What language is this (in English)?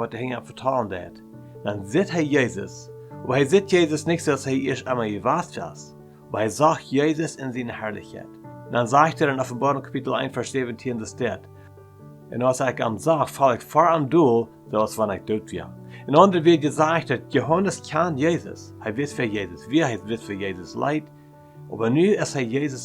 Plautdietsch